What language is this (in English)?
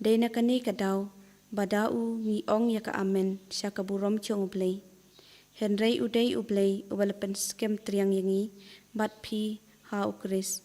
Khasi